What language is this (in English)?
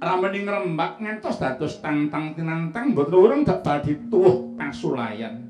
Javanese